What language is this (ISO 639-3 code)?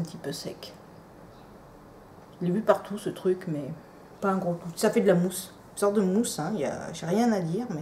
fra